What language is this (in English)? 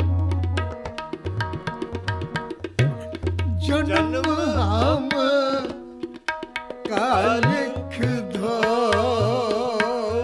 Punjabi